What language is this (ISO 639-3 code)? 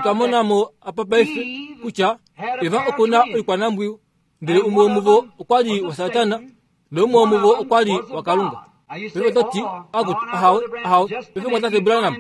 kua